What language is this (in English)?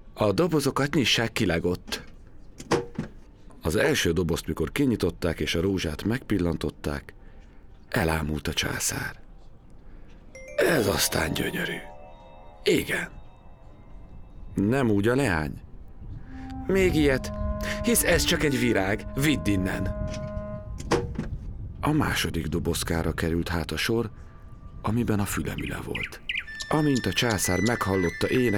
Hungarian